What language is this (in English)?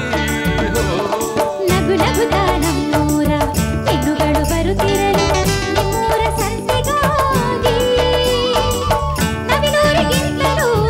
Kannada